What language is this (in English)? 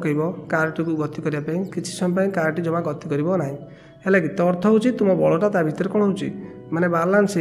Odia